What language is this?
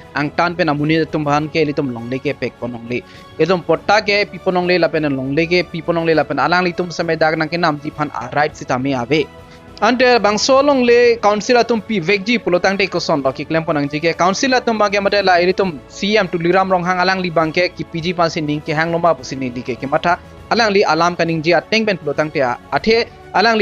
Karbi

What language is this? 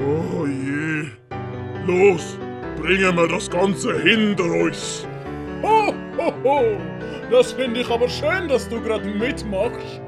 Swiss German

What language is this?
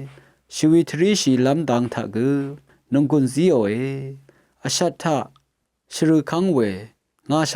Rawang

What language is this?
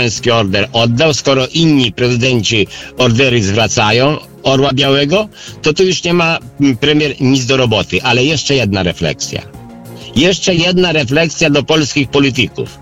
Polish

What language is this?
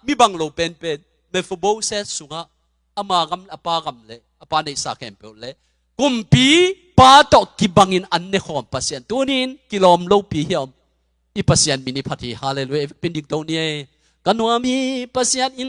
Tedim Chin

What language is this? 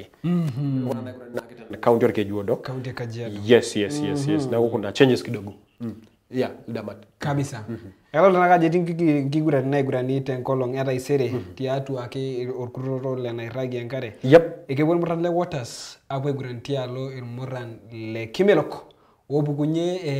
Masai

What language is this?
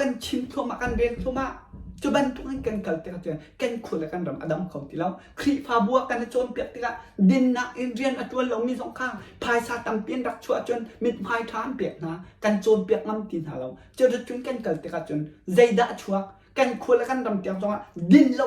Hakha Chin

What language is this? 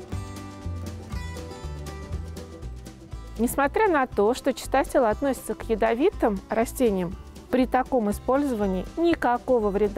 Russian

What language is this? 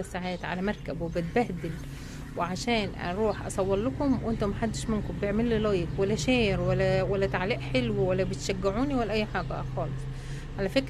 Egyptian Arabic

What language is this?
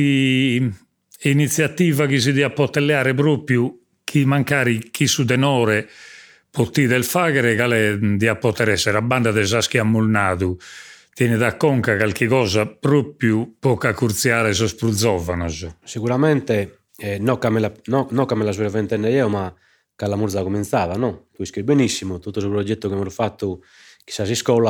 Sardinian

